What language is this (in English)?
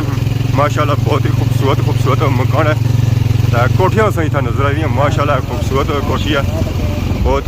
Pahari-Potwari